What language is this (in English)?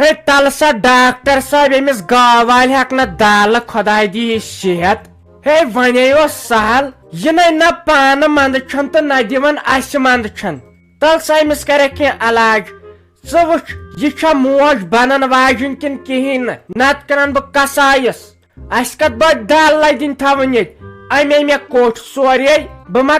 Kashmiri